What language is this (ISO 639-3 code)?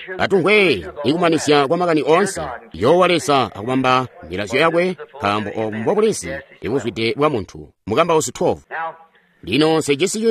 toi